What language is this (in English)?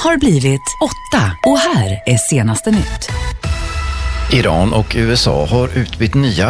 Swedish